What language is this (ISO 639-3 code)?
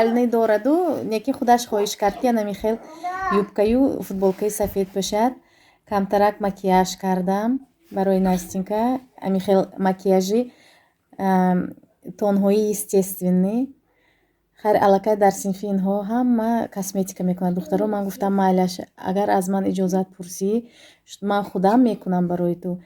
tgk